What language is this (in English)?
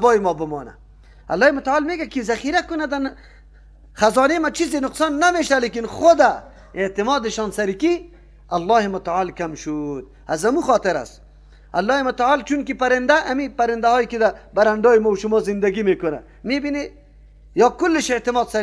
Persian